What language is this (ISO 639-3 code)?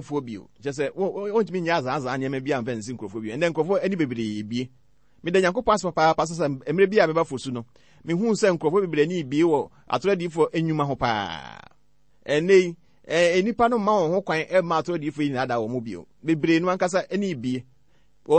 aka